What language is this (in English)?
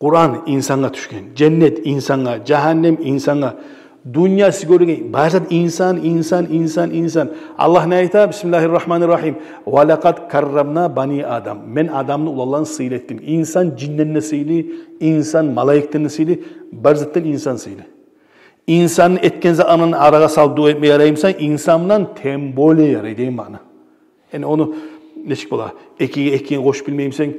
Kumyk